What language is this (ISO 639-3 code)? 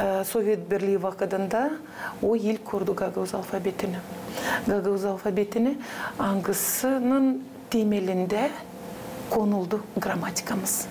gag